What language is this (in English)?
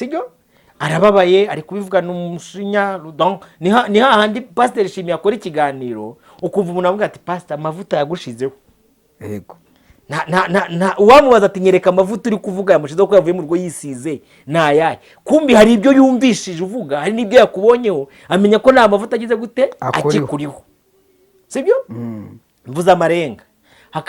Kinyarwanda